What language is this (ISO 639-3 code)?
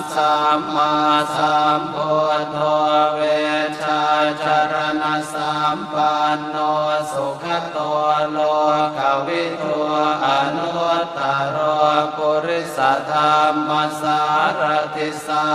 pli